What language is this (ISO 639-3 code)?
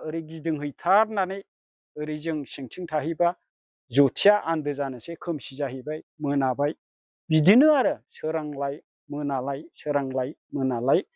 brx